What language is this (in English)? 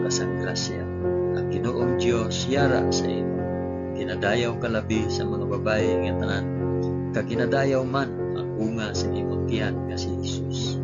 Hiligaynon